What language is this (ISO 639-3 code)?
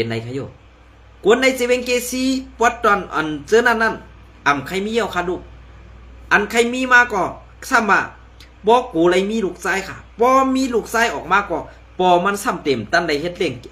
shn